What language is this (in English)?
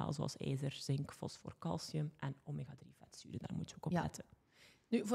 Dutch